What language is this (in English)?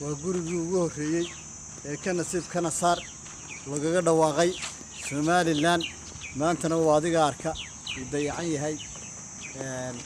Somali